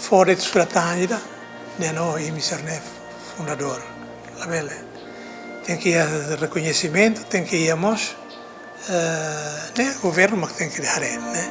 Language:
Tetum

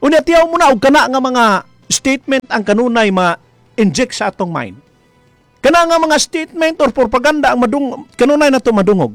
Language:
Cebuano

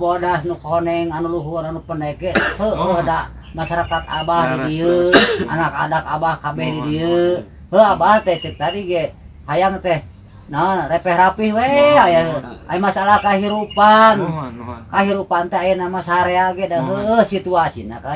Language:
Sundanese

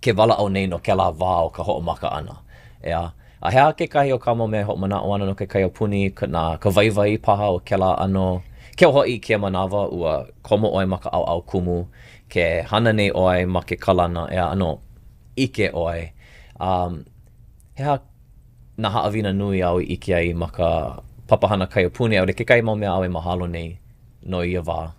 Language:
Hawaiian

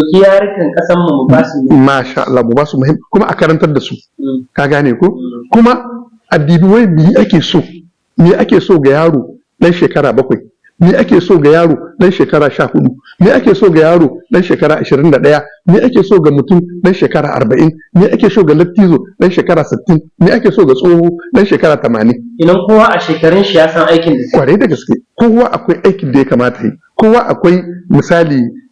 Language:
Hausa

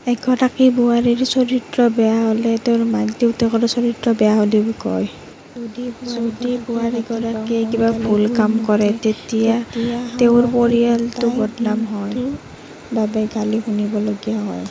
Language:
Assamese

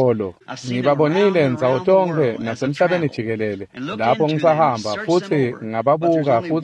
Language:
Swati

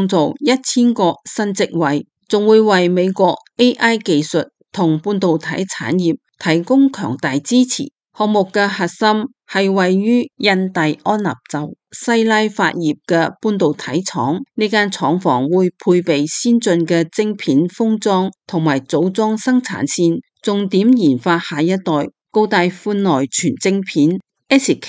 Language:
Cantonese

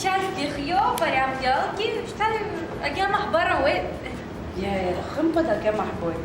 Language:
Abkhazian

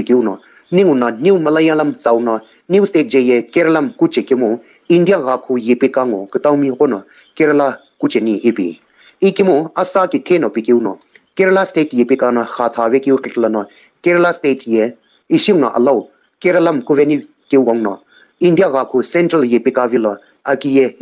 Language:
Sumi Naga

